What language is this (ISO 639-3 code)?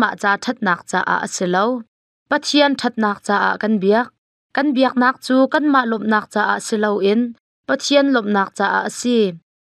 cnh